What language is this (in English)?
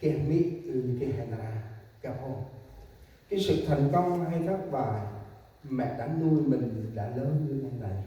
Central Mnong